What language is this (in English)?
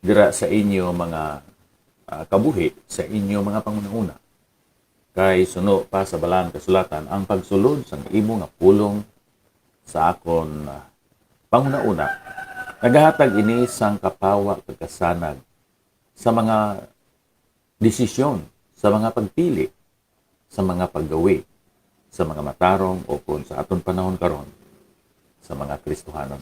Hiligaynon